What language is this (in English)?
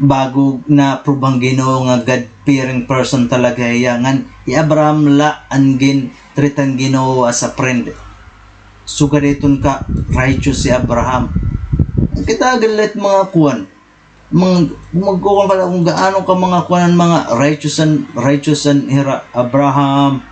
Waray